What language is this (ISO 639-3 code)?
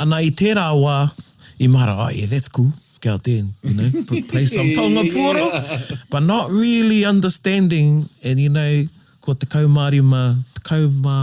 mri